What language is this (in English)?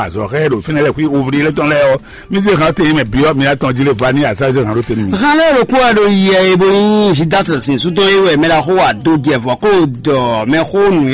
Fon